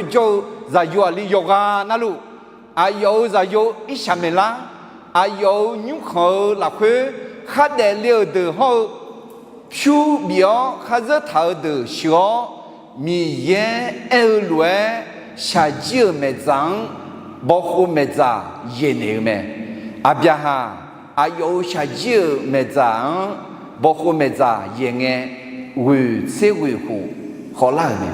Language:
Akha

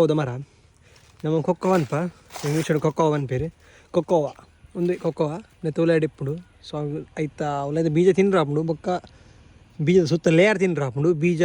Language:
Tulu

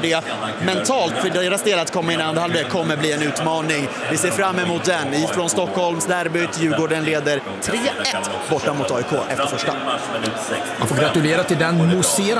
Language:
Swedish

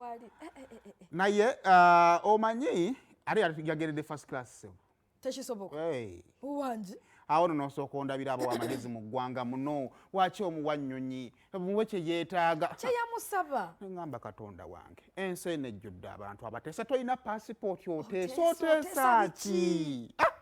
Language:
Ganda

